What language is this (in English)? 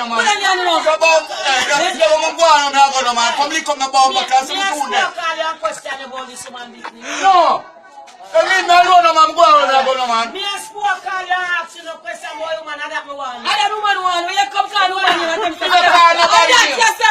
Jamaican Creole English